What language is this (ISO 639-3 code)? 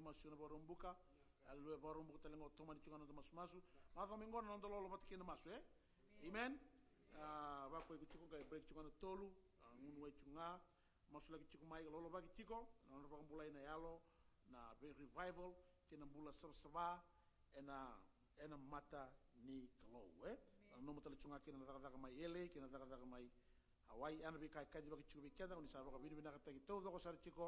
fij